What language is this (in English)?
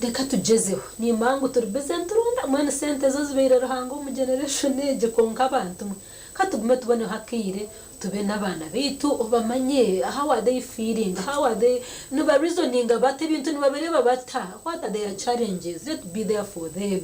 Nyankole